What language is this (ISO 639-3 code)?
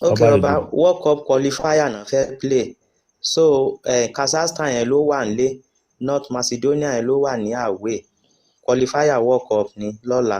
yor